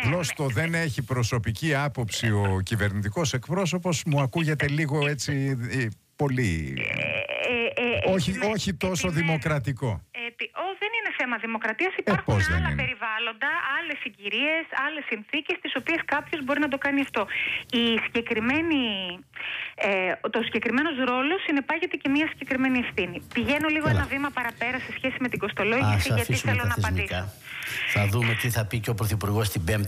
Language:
Greek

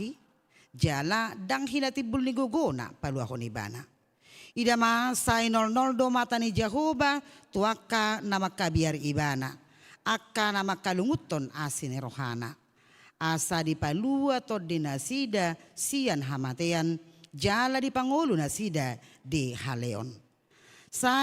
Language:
Batak Toba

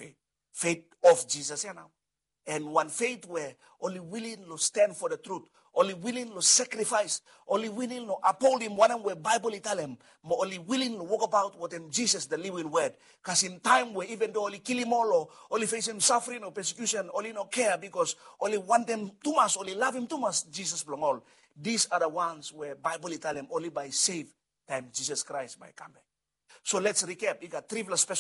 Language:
Bislama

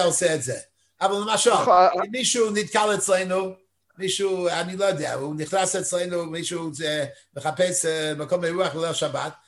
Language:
Hebrew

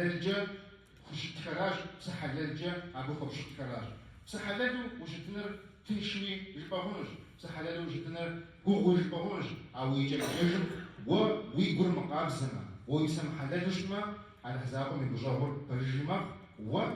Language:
Kabardian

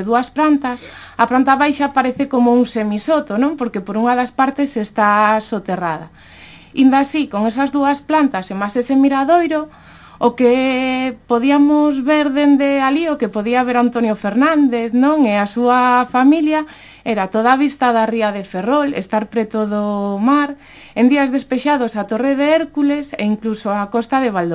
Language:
Galician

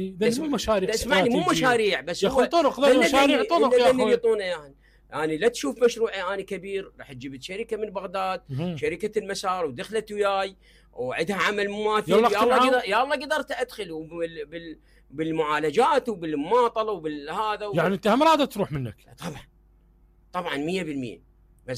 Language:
Mesopotamian Arabic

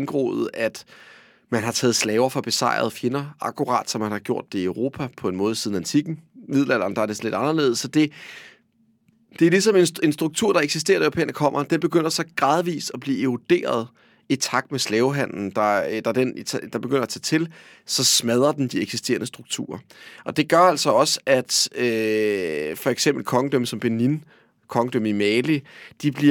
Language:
Danish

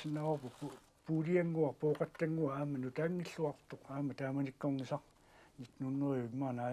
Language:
Kalaallisut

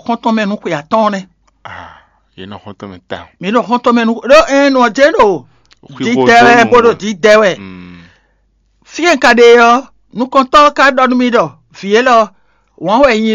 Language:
Fon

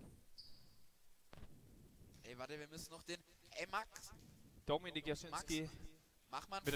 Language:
German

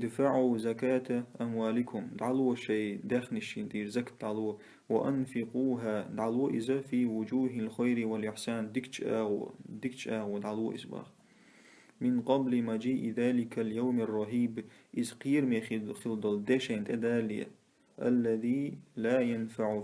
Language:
Chechen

